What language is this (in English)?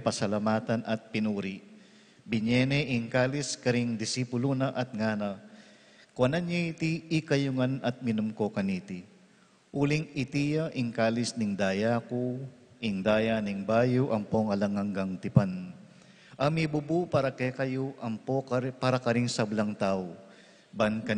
Pampanga